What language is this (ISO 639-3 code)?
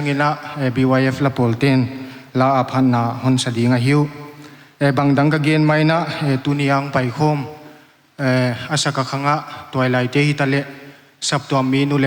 pck